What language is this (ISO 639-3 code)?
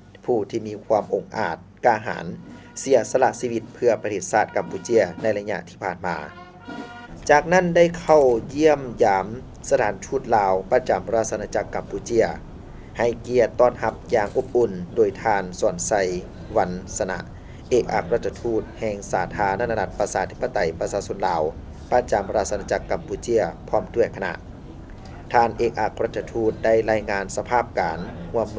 lao